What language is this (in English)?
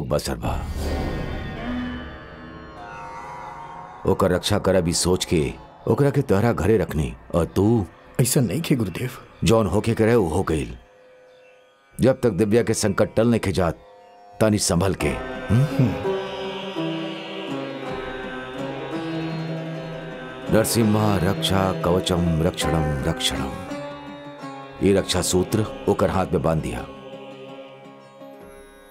Bhojpuri